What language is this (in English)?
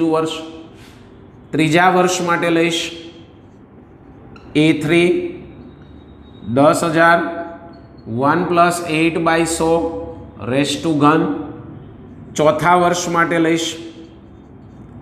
Gujarati